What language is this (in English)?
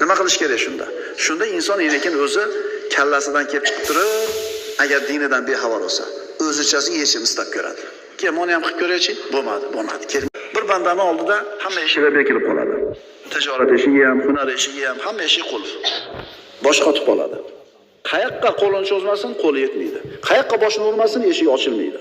Uzbek